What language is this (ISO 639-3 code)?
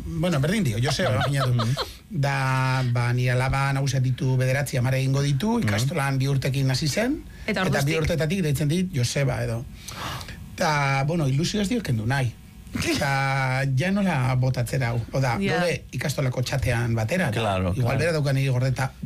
eus